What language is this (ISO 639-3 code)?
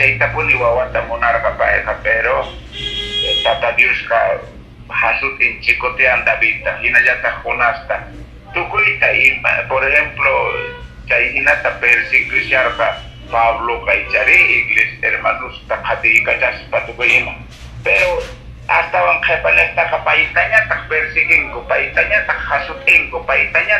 que